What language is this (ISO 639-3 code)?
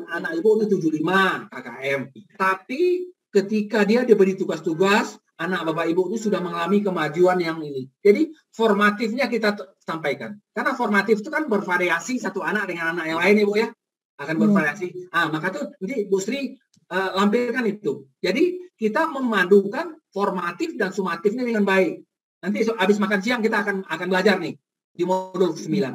ind